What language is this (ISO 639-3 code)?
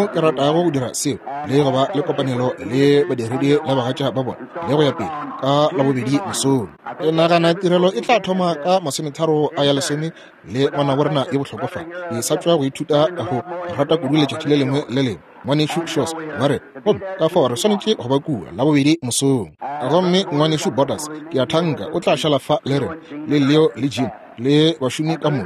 nso